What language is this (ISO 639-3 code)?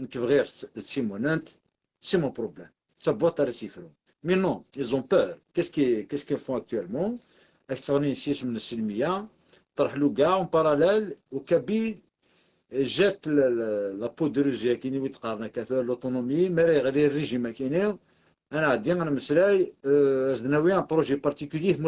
kab